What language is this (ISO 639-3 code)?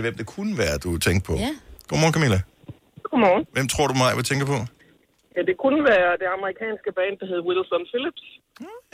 dan